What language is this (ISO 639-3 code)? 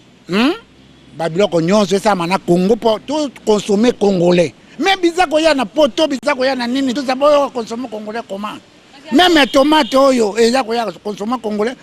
lin